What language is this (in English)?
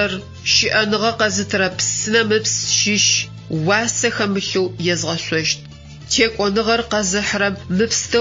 Adyghe